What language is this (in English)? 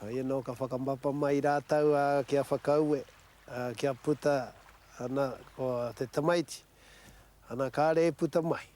Māori